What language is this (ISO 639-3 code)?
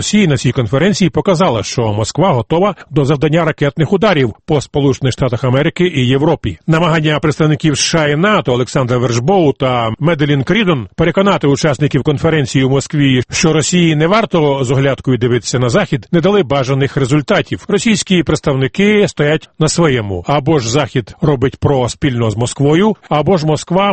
ukr